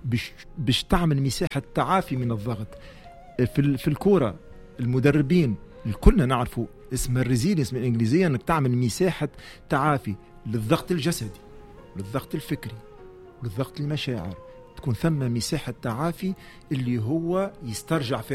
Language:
Tunisian Arabic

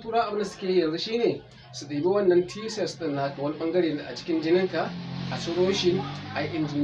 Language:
Hausa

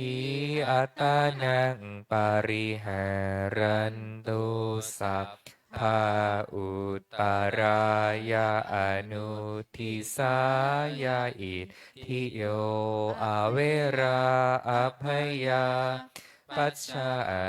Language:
Pali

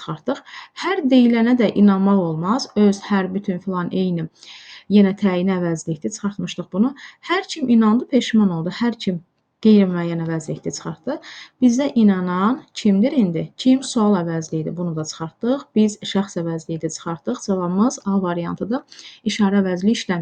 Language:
Azerbaijani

